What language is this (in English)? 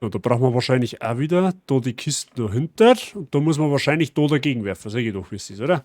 Bavarian